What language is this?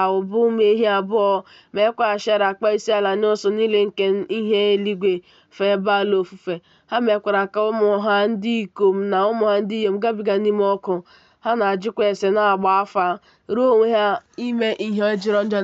Igbo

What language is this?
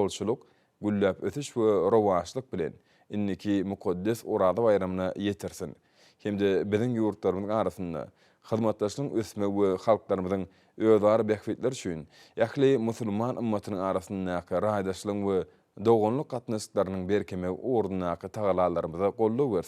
Turkmen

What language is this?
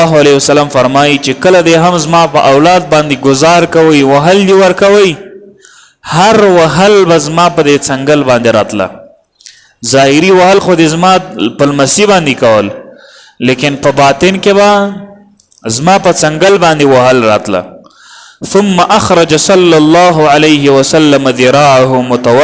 Pashto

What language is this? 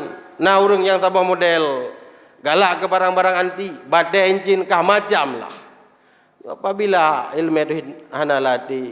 Achinese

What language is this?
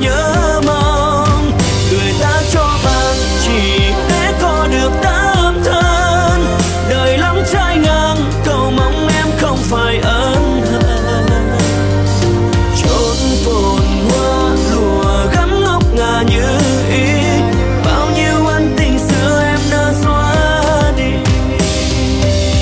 Vietnamese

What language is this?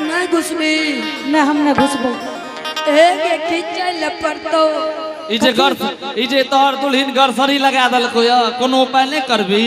Angika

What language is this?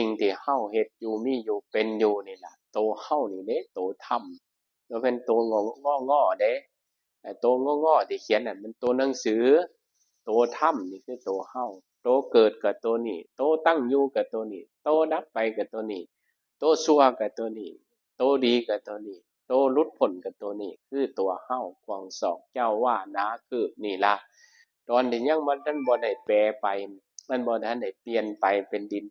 Northeastern Thai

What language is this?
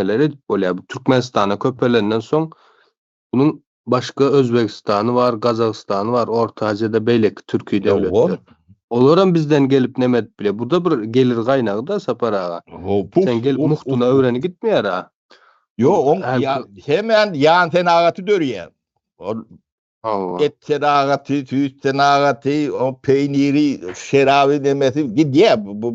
Turkmen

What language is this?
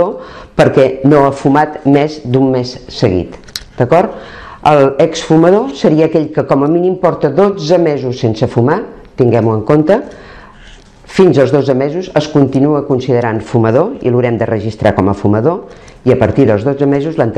Catalan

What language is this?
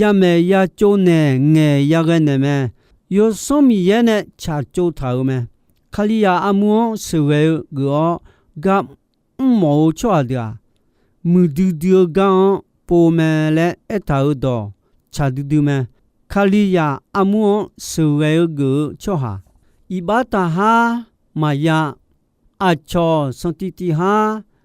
Akha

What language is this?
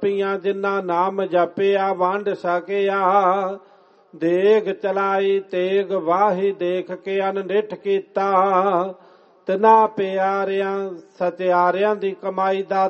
Punjabi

